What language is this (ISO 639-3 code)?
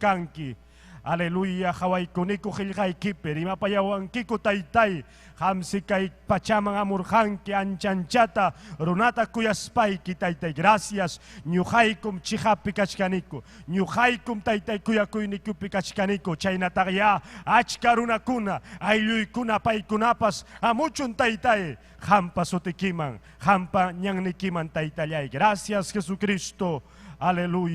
quy